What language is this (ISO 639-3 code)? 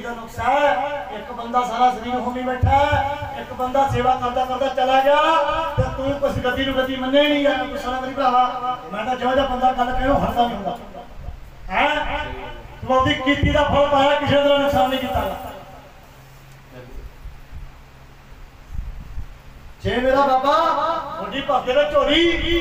pan